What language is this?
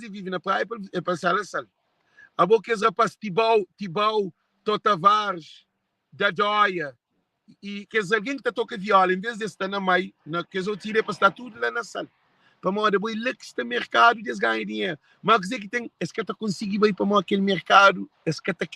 Kabuverdianu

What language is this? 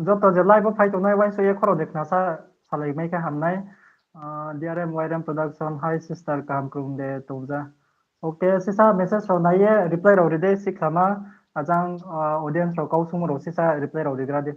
Riang (India)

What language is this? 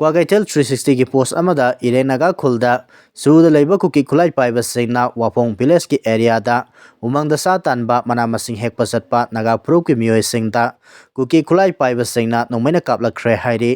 Manipuri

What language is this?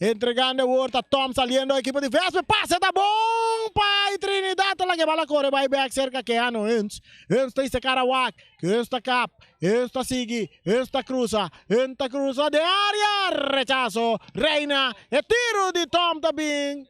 Papiamento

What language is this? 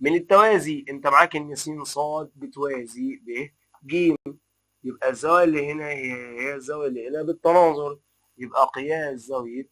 Egyptian Arabic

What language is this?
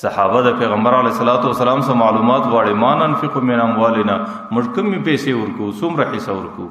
Pashto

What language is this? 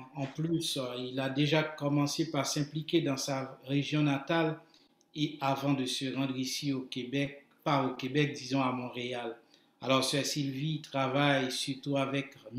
French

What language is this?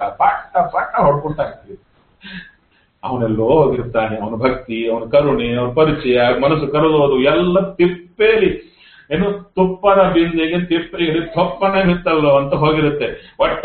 Kannada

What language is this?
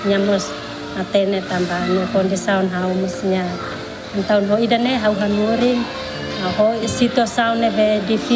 Tetum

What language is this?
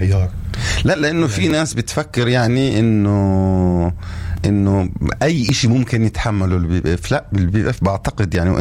North Levantine Arabic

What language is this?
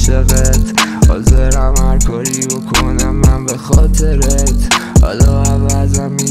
Persian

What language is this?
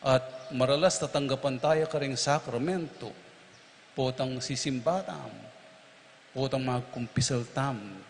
Pampanga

